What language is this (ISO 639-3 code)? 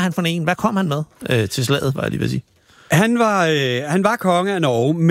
dan